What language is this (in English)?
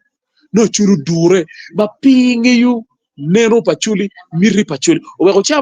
Acoli